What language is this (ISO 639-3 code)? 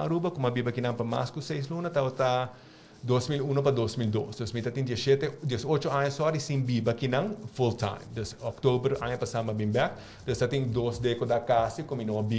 pap